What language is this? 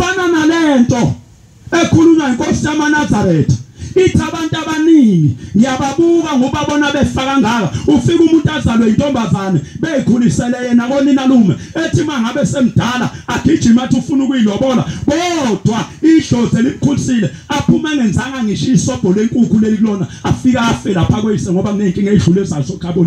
Zulu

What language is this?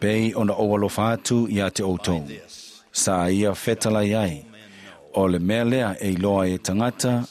Samoan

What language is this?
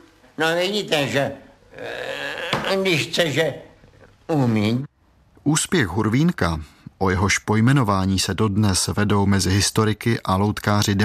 Czech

